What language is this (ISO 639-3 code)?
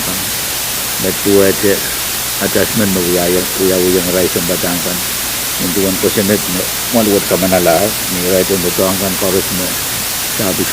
pon